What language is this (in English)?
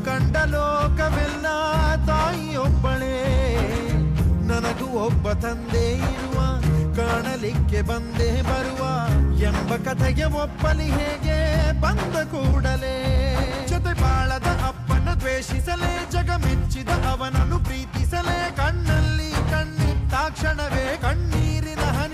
Kannada